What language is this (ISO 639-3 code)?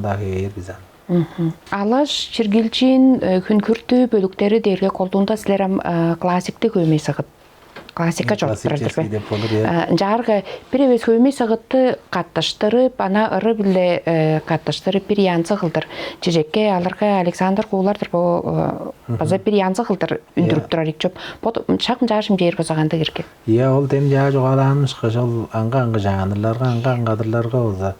tyv